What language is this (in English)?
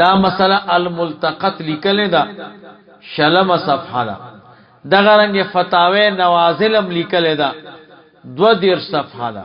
Pashto